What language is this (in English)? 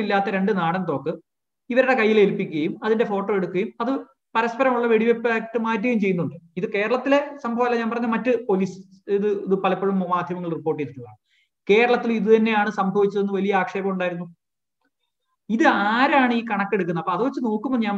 Malayalam